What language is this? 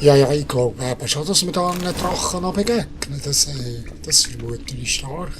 Swiss German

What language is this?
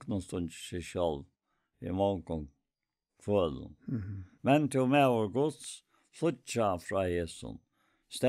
Faroese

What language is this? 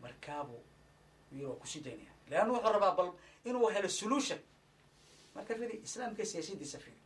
Somali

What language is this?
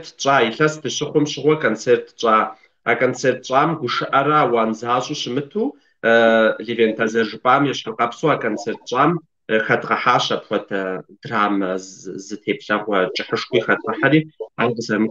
Kabardian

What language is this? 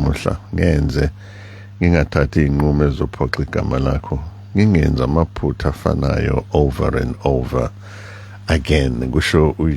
Zulu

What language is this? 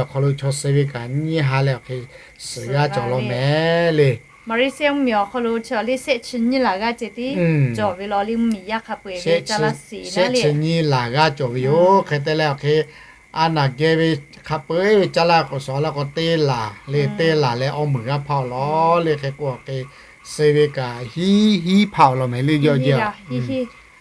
Lahu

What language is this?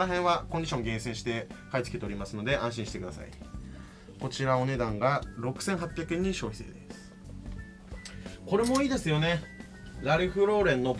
Japanese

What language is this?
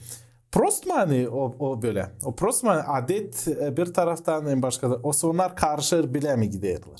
Gagauz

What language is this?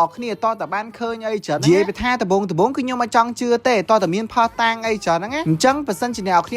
Khmer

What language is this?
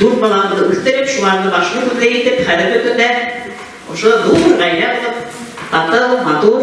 Bashkir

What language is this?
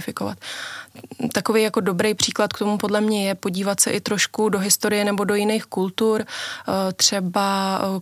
Czech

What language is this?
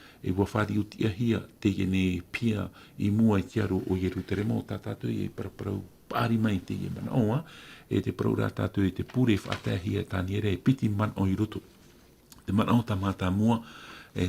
Tahitian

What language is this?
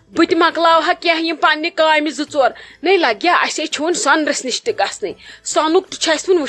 Kashmiri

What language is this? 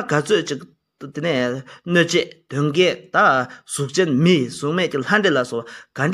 Tibetan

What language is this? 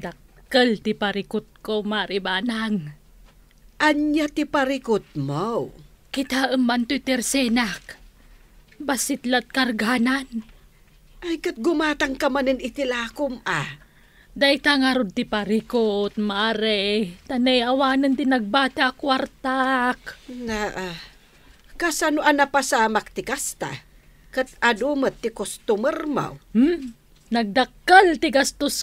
Iloko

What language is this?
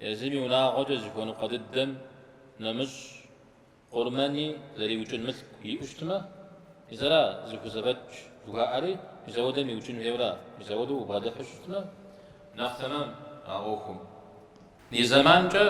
Kabardian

